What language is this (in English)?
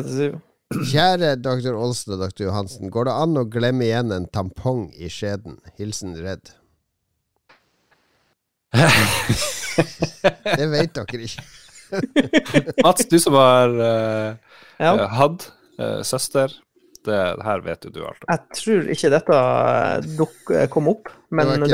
Norwegian